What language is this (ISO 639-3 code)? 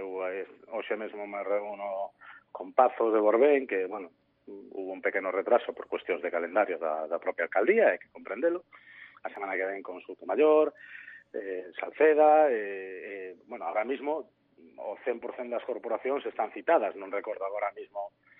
glg